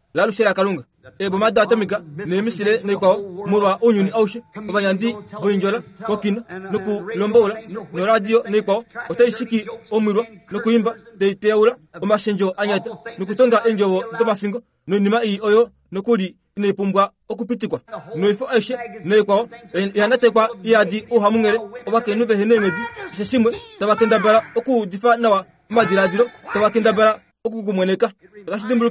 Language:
Kuanyama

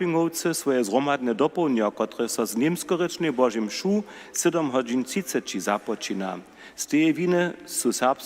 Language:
Upper Sorbian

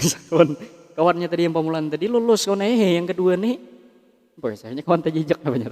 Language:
Banjar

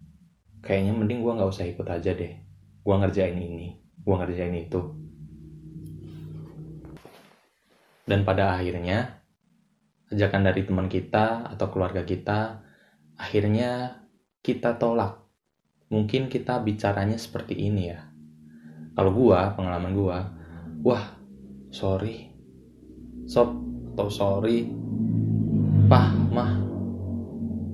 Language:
Indonesian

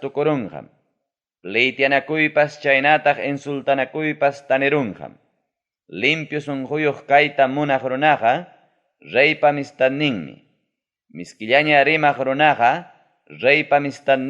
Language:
Ayacucho Quechua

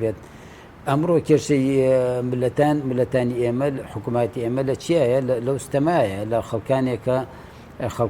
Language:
Central Kurdish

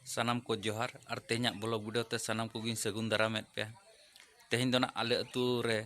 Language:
Santali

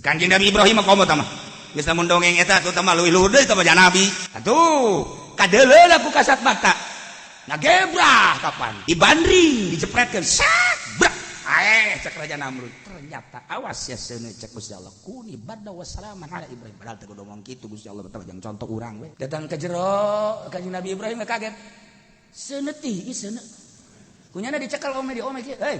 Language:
Sundanese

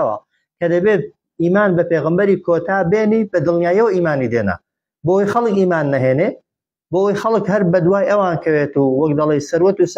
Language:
Central Kurdish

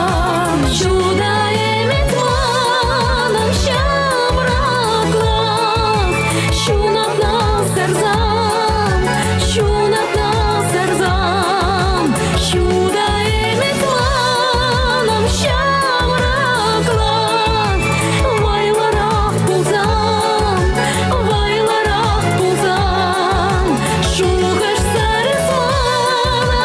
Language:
Chuvash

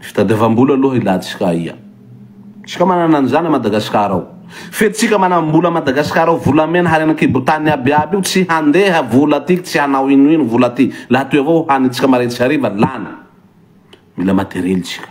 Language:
Malagasy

